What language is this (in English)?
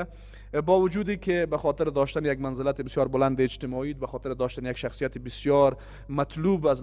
Persian